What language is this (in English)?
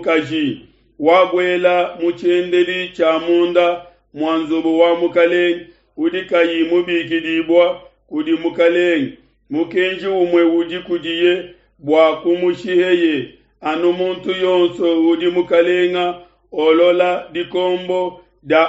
Luba-Lulua